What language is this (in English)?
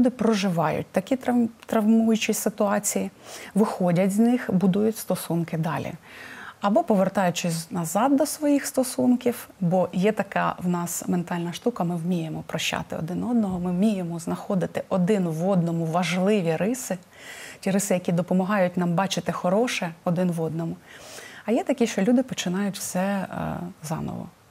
Ukrainian